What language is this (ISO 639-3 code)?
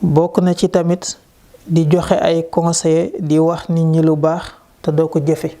wol